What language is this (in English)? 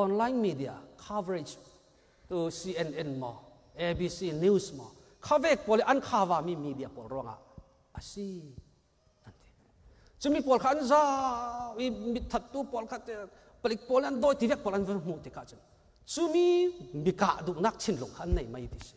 Hakha Chin